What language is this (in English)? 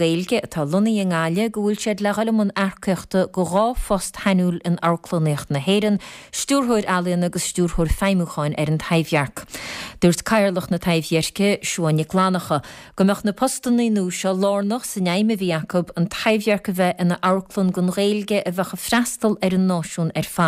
Irish